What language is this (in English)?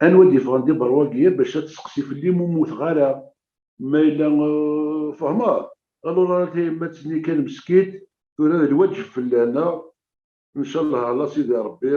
Kabyle